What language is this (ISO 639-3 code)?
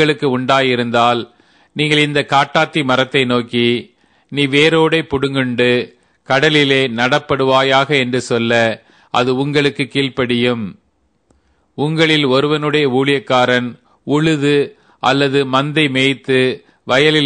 tam